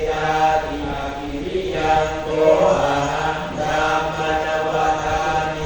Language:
Pali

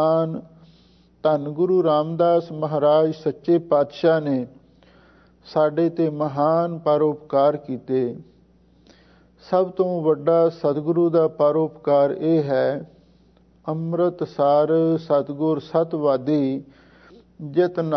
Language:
Punjabi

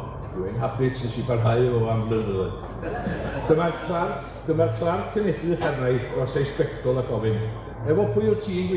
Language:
Welsh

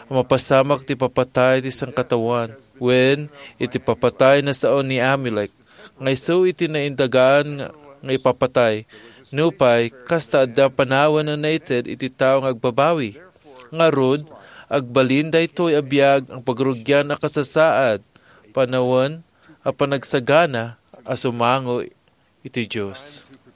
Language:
Iloko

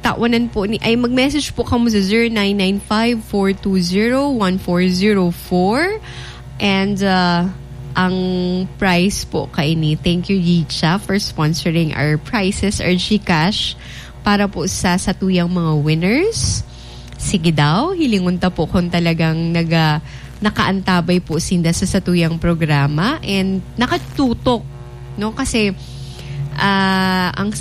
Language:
Bikol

